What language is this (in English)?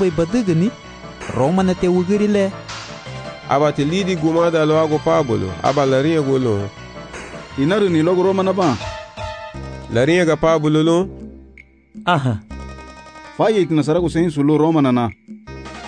Garifuna